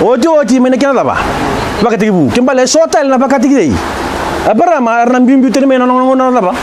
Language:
Fijian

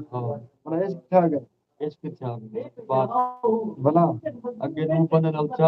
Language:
Saraiki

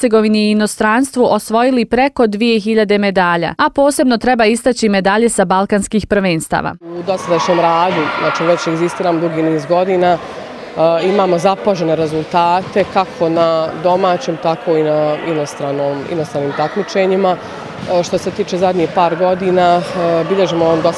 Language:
Bosnian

